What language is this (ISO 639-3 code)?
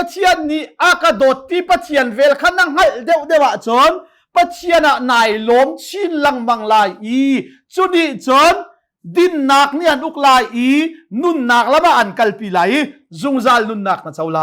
cnh